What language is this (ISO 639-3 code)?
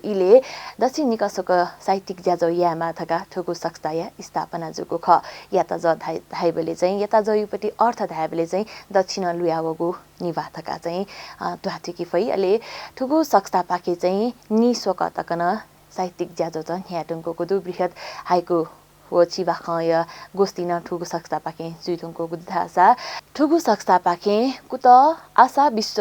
new